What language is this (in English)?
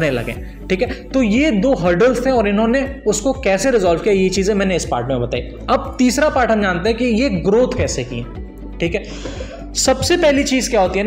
Hindi